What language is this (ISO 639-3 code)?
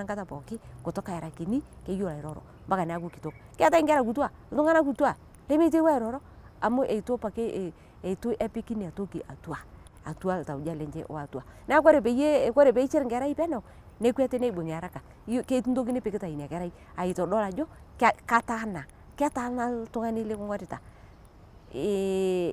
mas